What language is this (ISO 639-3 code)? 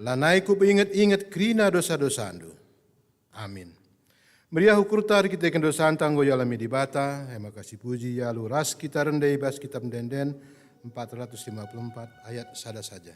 btx